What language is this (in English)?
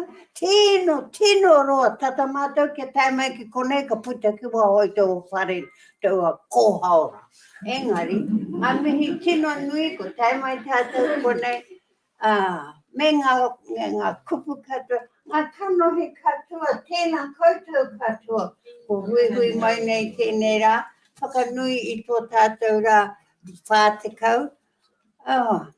Māori